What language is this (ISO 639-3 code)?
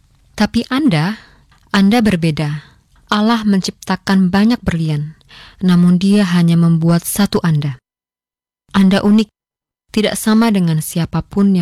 ind